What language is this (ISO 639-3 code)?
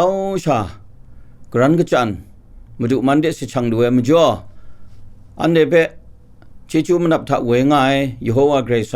kac